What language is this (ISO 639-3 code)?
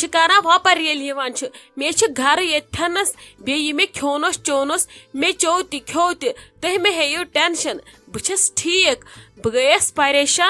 kas